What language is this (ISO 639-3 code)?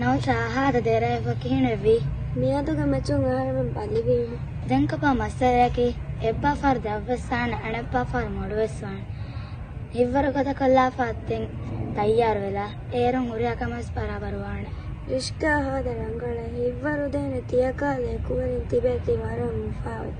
div